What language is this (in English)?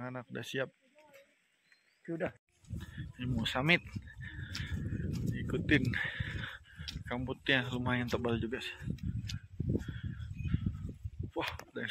Indonesian